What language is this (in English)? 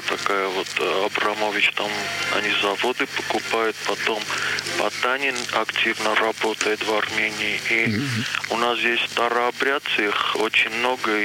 Russian